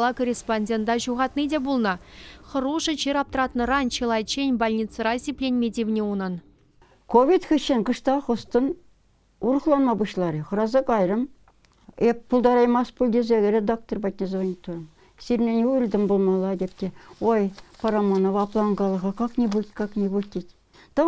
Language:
Chuvash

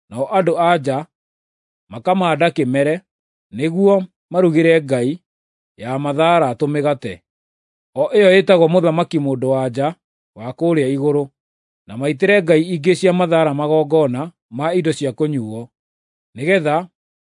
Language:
Kikuyu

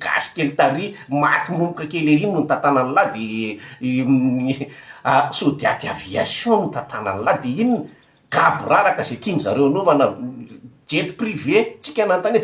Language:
Malagasy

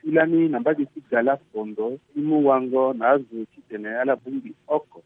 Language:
Sango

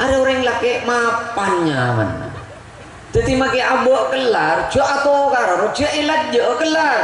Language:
Madurese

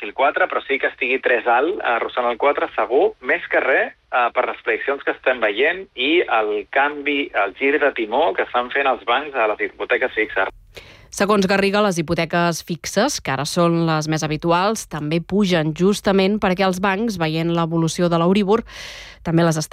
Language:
Catalan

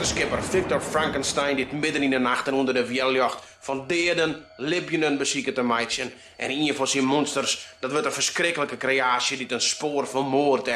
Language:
Western Frisian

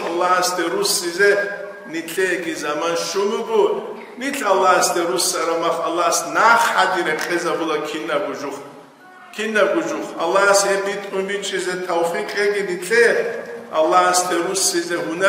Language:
Avaric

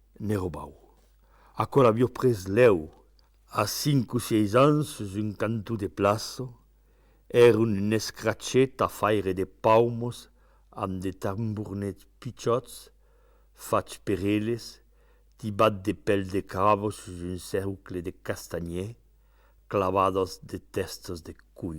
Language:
Occitan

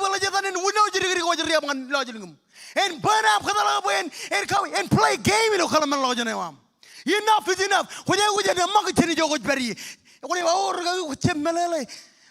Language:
Marshallese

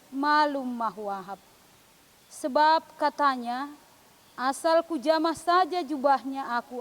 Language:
Batak Simalungun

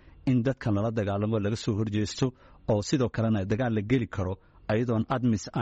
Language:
Somali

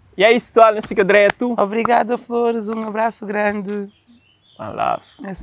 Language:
Kabuverdianu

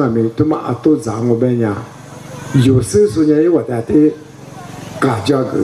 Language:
Lisu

